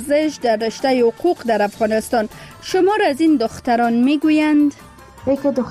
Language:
Persian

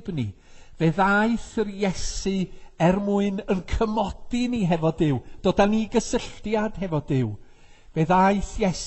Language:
Welsh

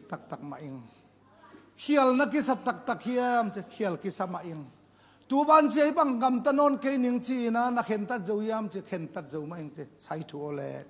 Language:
Tedim Chin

